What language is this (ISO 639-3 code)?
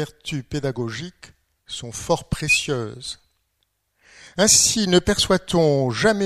fra